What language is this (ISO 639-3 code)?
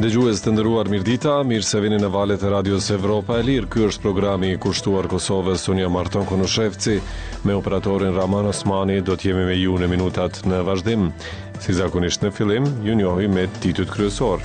sqi